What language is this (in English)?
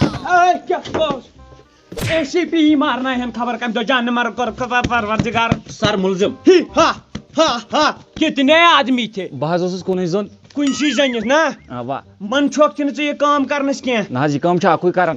Kashmiri